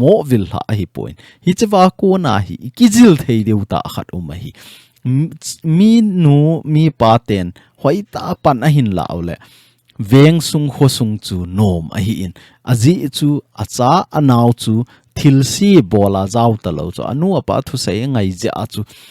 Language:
Thado Chin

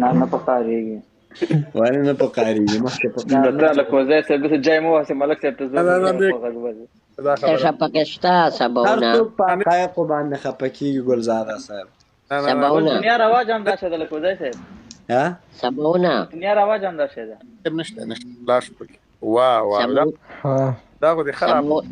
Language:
Pashto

